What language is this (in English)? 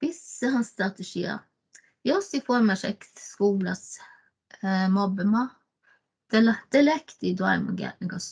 Northern Sami